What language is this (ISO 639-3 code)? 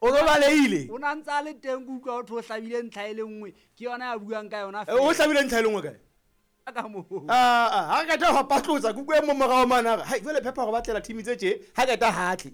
sot